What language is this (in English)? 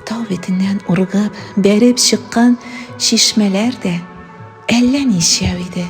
Bashkir